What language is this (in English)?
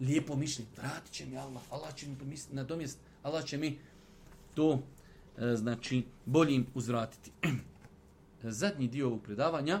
Bosnian